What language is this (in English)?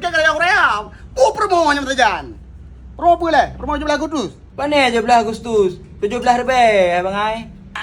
Achinese